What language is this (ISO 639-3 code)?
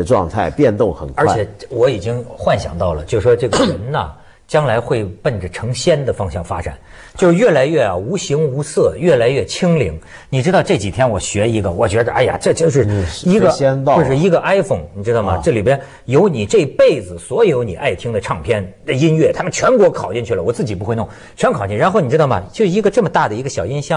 zho